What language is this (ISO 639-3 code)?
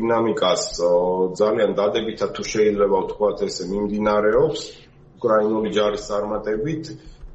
kat